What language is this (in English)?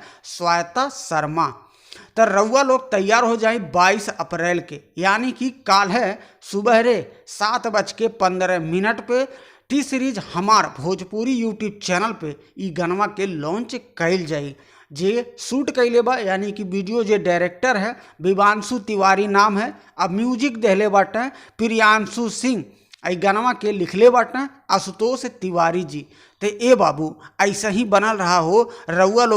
Bhojpuri